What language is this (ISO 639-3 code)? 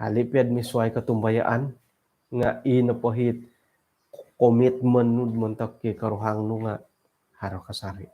dtp